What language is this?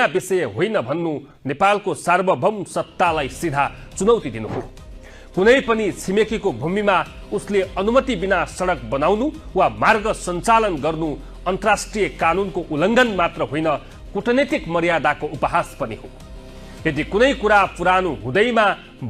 Nepali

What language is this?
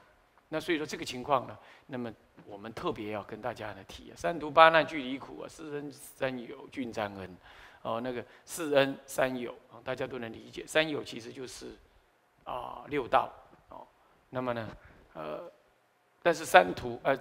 Chinese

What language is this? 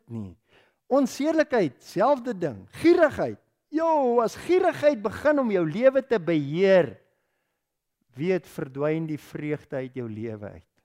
Afrikaans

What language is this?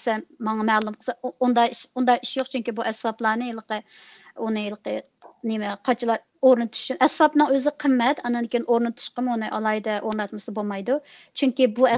Uyghur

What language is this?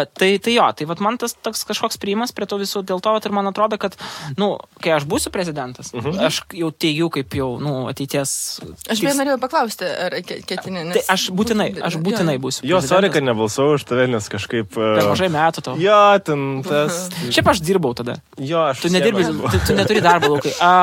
Lithuanian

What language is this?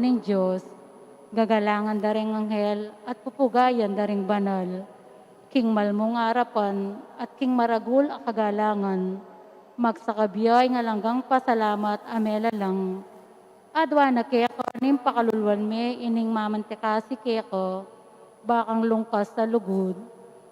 Pampanga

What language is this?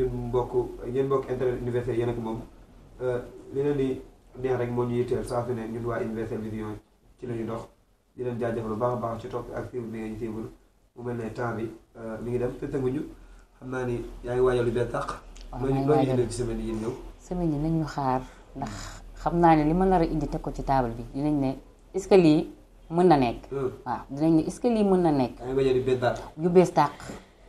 Wolof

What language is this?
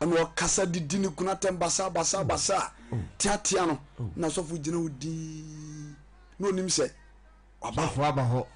Akan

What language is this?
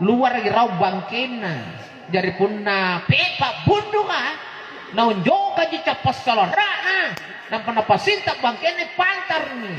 Makasar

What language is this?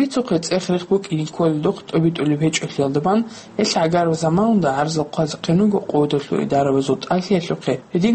Avaric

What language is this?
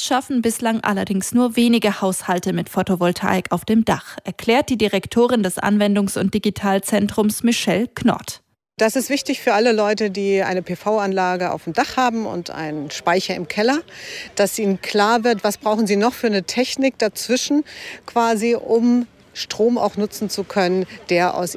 German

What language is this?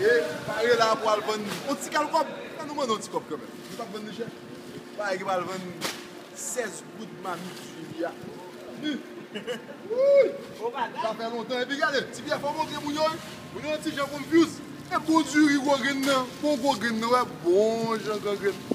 Haitian Creole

